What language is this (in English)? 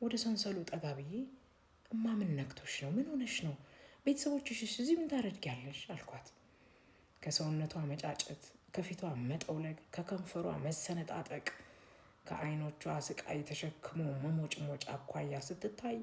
Amharic